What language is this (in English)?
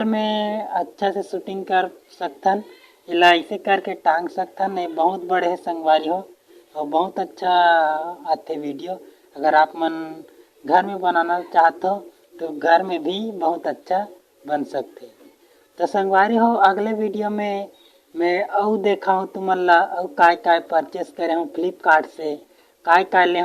Chhattisgarhi